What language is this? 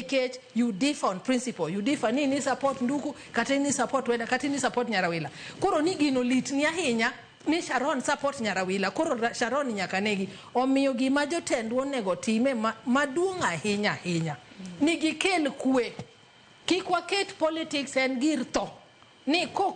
Luo (Kenya and Tanzania)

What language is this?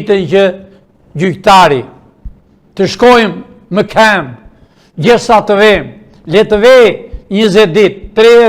Albanian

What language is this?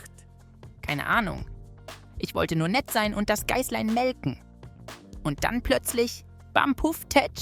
Swiss German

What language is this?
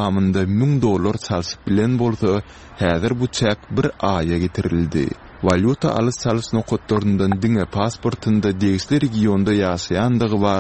Turkmen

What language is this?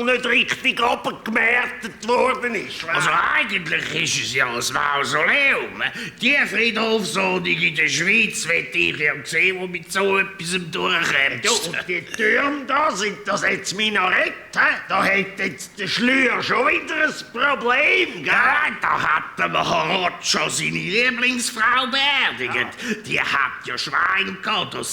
Swiss German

